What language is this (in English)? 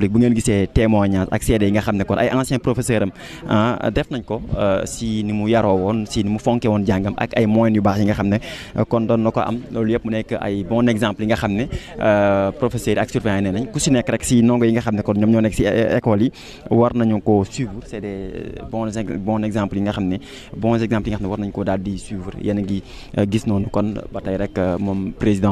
Wolof